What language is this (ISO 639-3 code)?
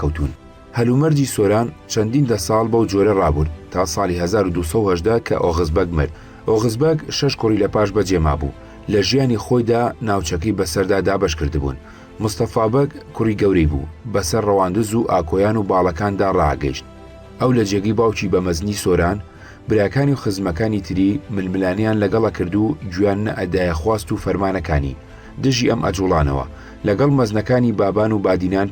ckb